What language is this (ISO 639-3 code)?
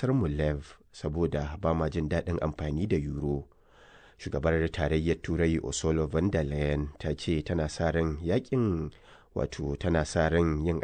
hau